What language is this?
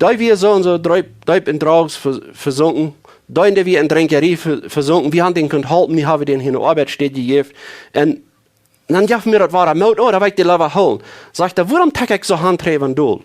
Plautdietsch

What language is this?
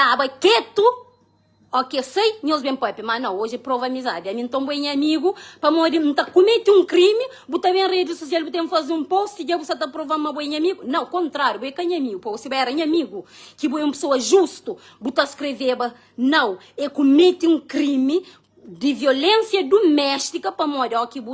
Kabuverdianu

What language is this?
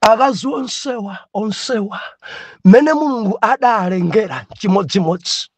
Nyanja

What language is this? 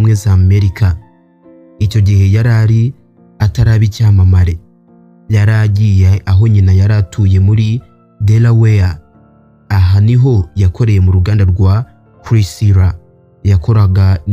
Kinyarwanda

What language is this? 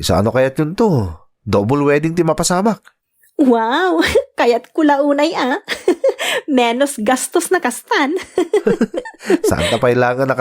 Iloko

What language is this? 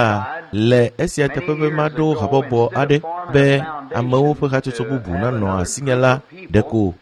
Ewe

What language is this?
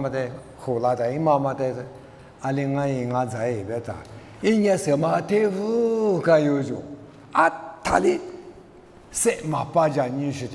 Lisu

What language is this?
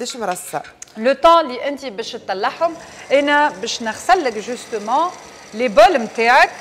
Tunisian Arabic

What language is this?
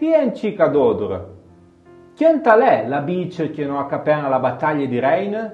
Arpitan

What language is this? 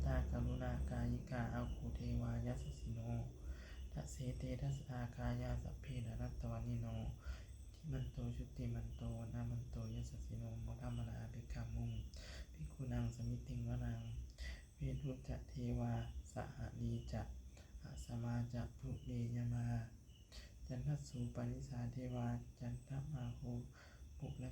Pali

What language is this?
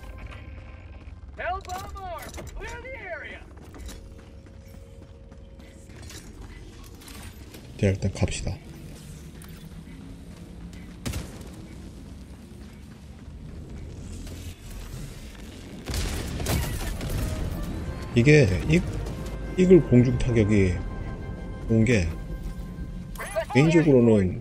Korean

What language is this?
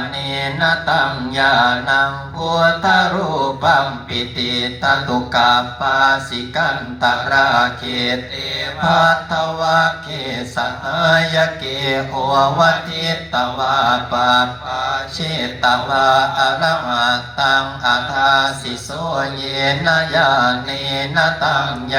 Pali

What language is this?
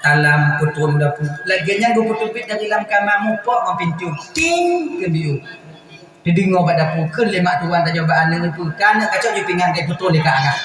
Achinese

